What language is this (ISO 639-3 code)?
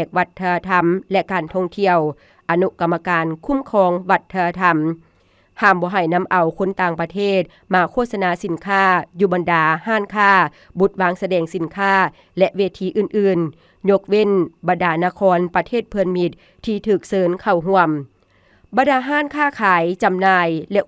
lao